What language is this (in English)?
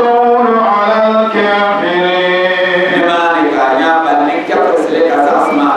Dagbani